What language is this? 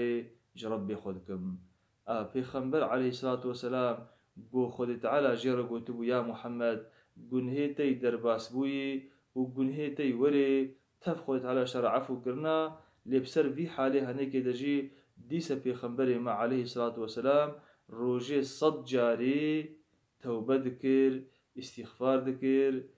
Kurdish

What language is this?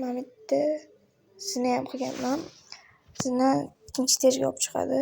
Uzbek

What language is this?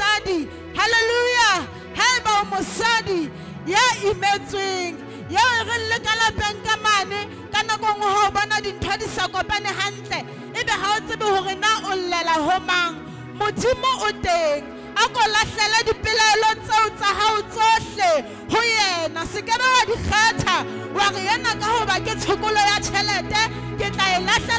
Southern Sotho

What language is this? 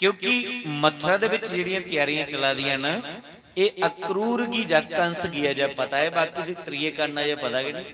Dogri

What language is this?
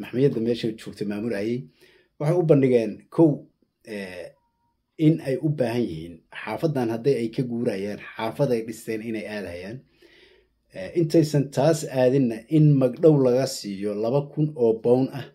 Somali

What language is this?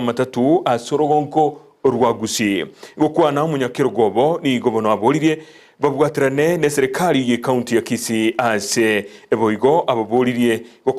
Gusii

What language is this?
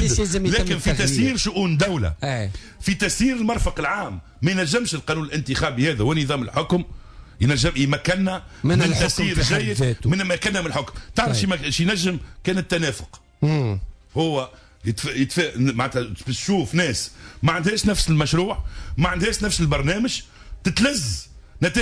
Tunisian Arabic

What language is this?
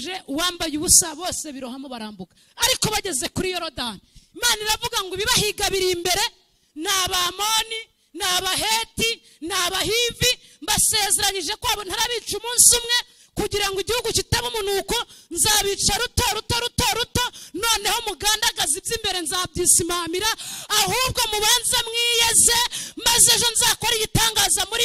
Kinyarwanda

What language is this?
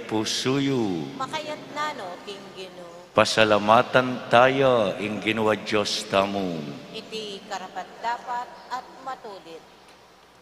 Pampanga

